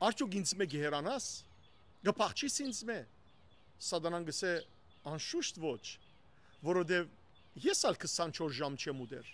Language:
Western Armenian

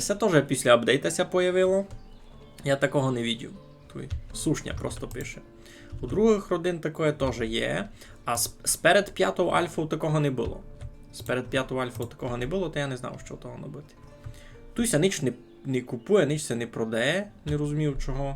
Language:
Rusyn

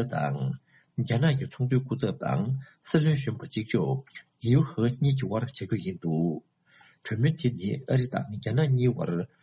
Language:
Tibetan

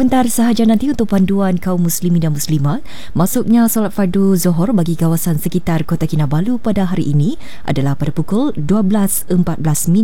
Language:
Malay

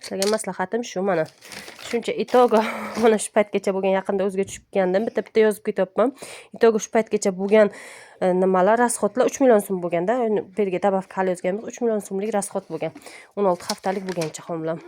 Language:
Uzbek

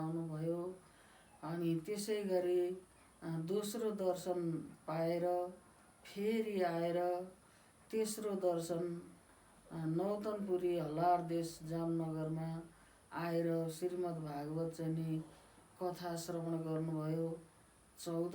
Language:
Nepali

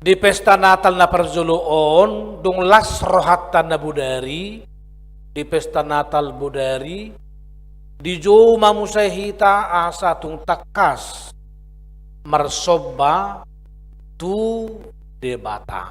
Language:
Batak Toba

